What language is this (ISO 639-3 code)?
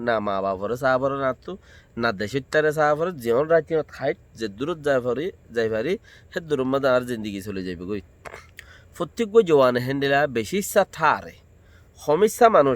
rhg